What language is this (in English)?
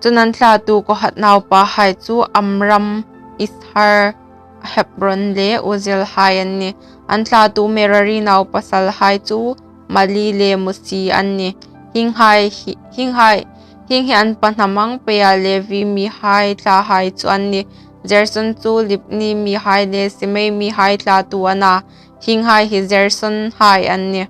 Hmar